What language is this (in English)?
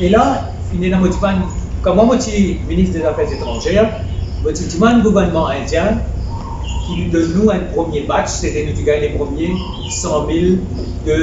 Morisyen